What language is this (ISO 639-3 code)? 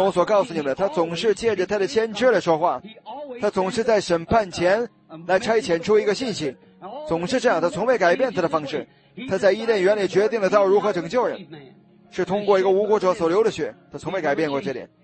zho